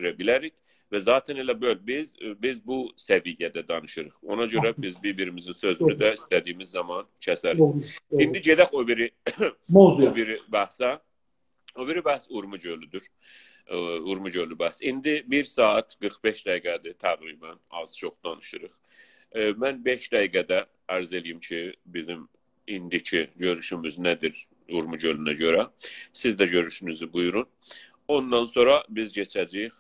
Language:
South Azerbaijani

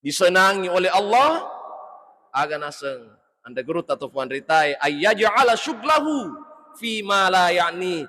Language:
Buginese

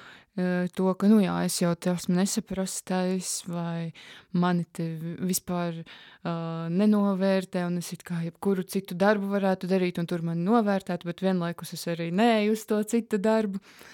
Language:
Latvian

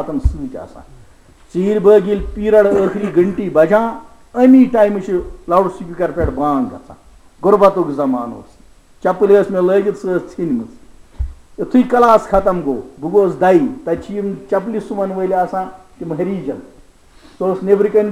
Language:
Kashmiri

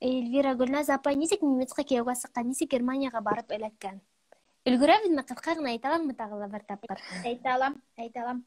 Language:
Bashkir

